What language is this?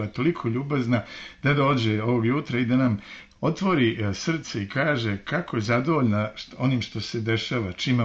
Serbian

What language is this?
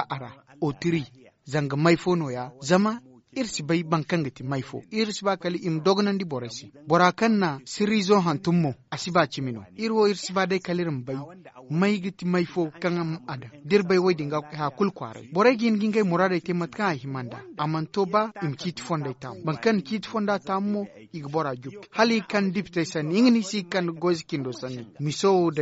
Zarma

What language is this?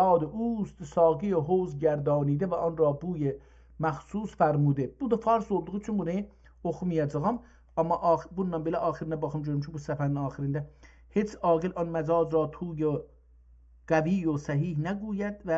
South Azerbaijani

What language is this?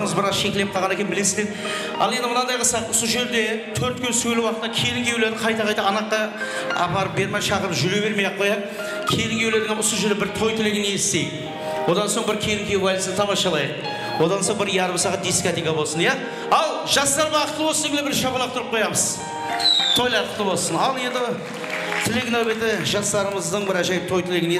Kara-Kalpak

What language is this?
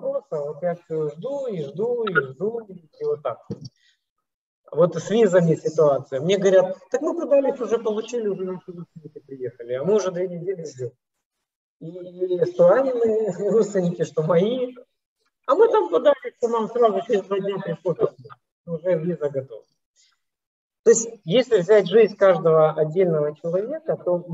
Russian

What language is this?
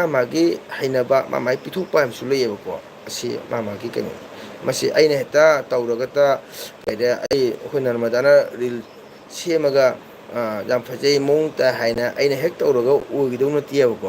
Manipuri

